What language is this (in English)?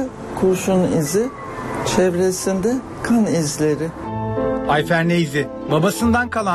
Turkish